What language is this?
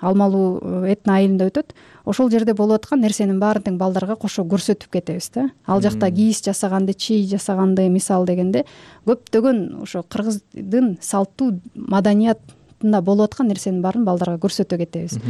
Kyrgyz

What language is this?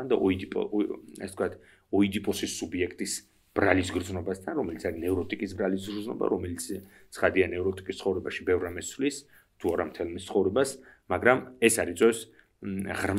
Georgian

